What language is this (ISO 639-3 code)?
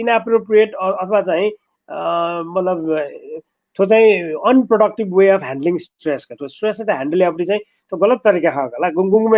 new